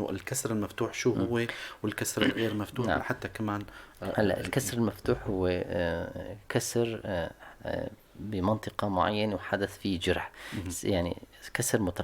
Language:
North Levantine Arabic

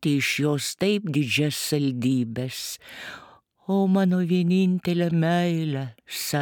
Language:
Lithuanian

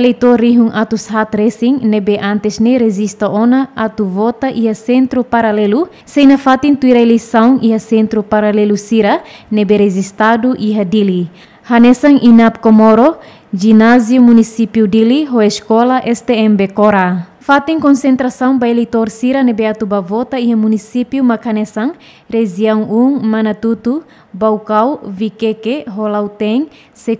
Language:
Tetum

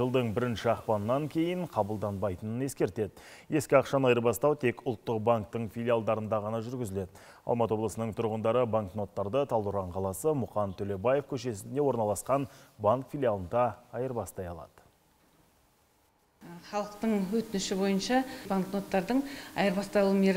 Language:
Kazakh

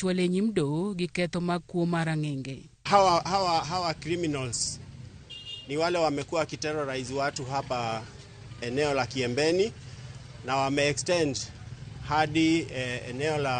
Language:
Luo (Kenya and Tanzania)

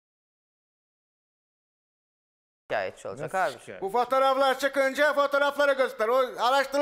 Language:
Turkish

